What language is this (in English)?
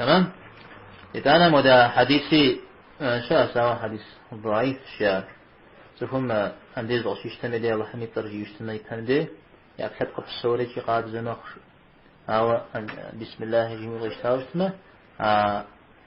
Kabardian